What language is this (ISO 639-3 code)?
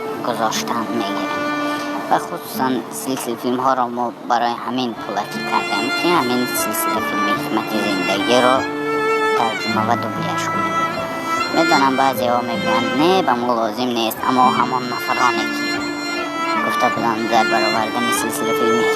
tgk